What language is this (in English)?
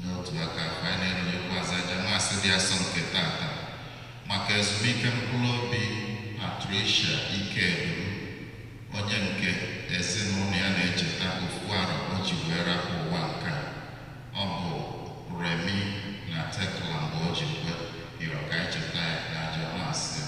Igbo